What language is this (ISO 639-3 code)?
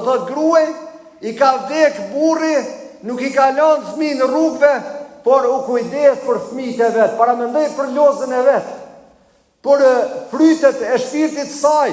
sqi